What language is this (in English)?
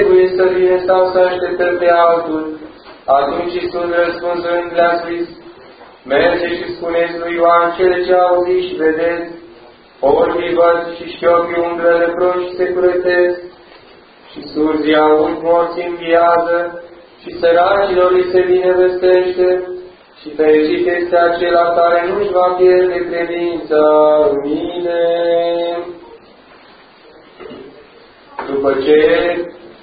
Romanian